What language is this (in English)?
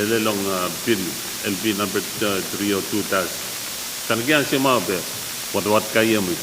Pohnpeian